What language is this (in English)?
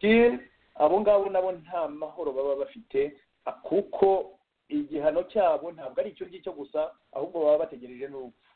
Kinyarwanda